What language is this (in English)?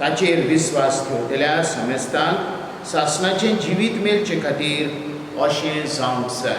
Konkani